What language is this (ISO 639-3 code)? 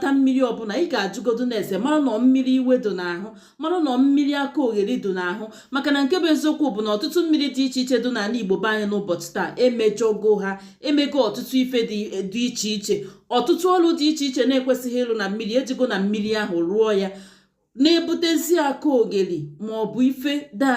ibo